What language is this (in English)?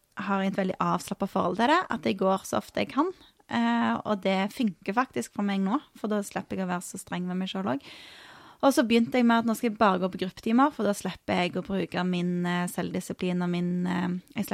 Norwegian